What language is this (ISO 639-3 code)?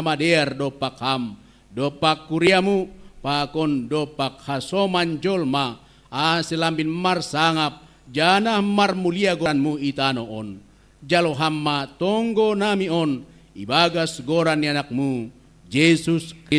bts